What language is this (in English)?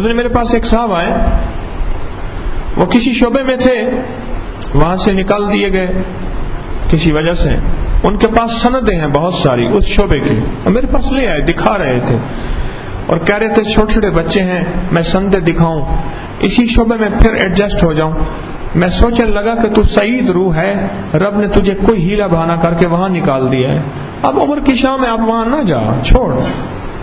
Urdu